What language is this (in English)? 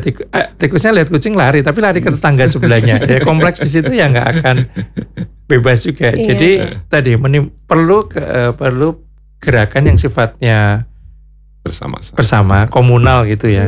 Indonesian